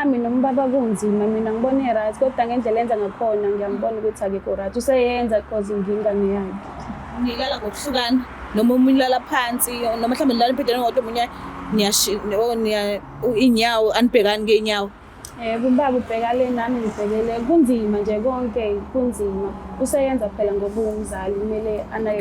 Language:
Zulu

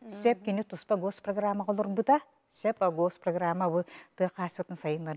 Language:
Yakut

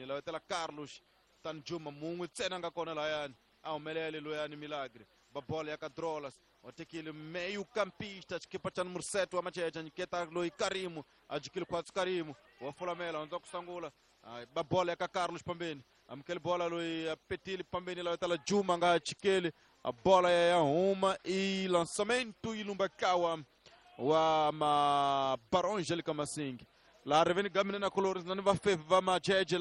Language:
Tsonga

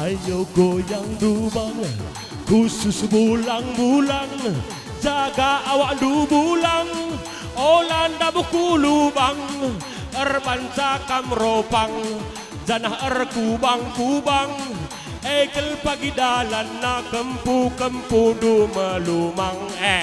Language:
Batak Karo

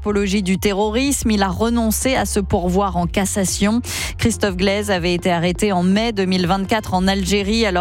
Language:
French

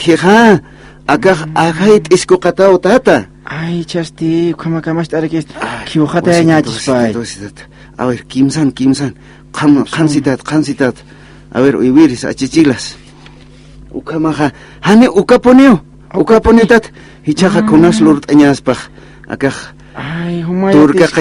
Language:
Aymara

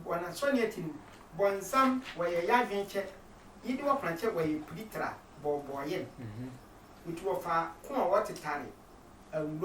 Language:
Sehwi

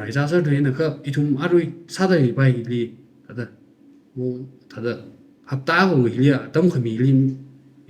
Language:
Tangkhul Naga (India)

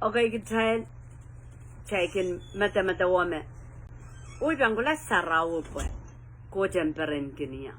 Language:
Pohnpeian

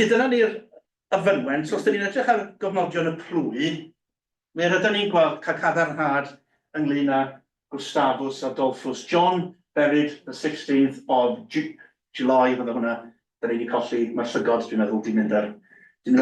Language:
Welsh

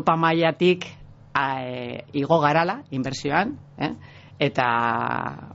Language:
Basque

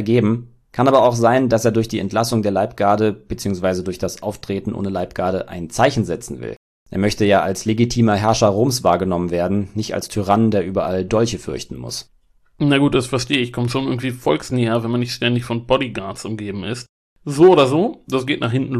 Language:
German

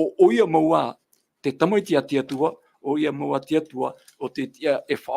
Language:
Tahitian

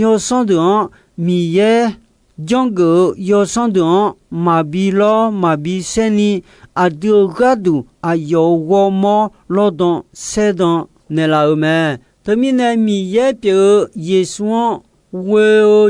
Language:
Akha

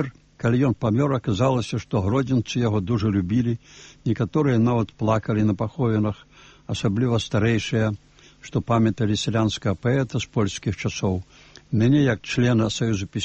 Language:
Belarusian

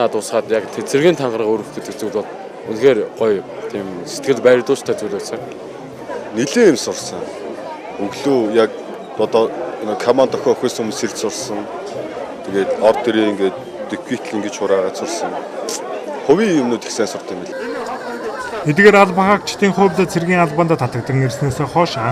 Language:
Mongolian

